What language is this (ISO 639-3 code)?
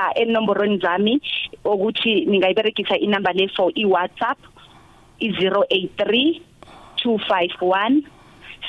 nbl